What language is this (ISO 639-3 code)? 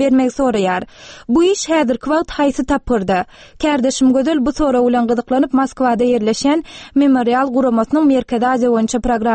tuk